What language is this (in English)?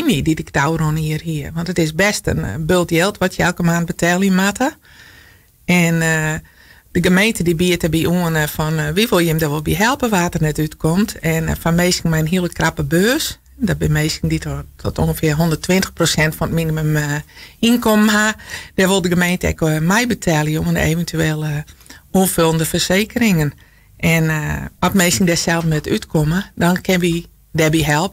Western Frisian